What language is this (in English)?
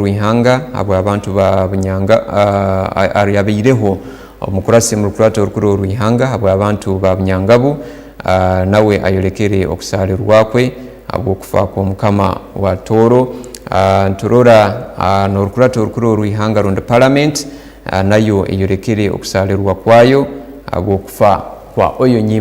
Tooro